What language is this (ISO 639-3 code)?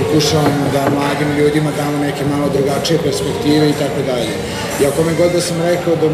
srp